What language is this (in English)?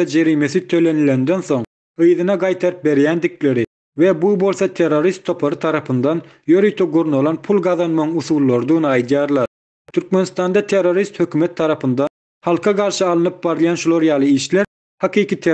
Turkmen